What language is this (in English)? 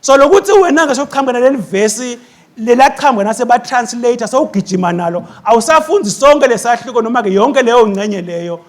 Swati